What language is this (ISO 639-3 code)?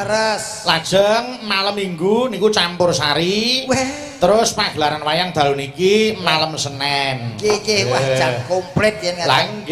jav